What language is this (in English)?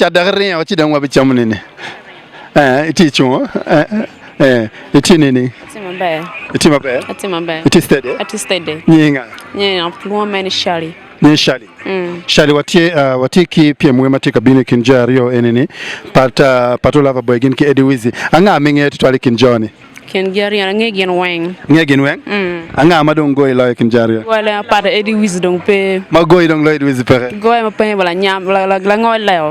Acoli